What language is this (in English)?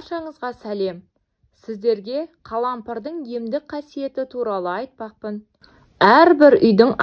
Kazakh